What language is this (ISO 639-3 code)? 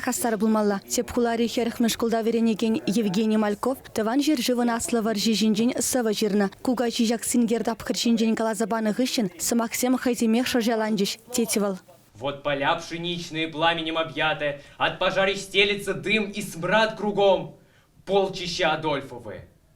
chv